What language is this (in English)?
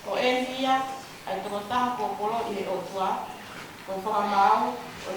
Tongan